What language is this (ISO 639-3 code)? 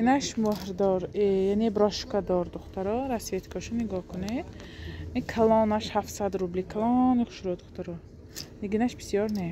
tgk